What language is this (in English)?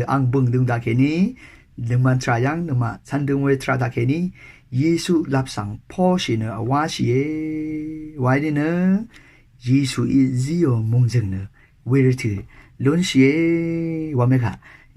Rawang